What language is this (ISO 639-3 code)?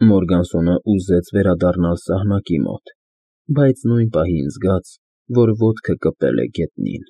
hye